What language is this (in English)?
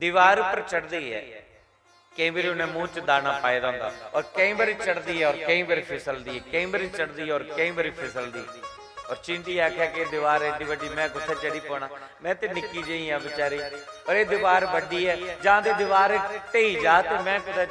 Dogri